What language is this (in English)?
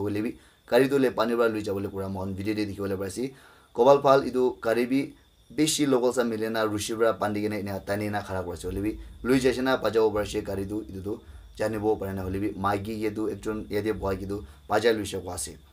Naga Pidgin